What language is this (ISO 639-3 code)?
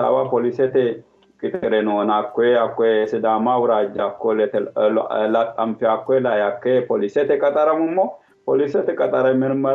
sid